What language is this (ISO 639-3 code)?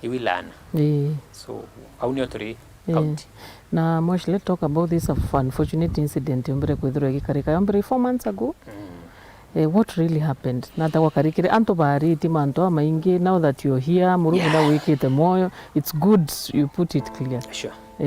mer